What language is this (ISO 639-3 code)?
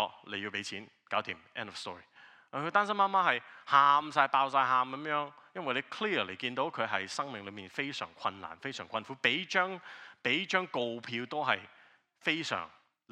yue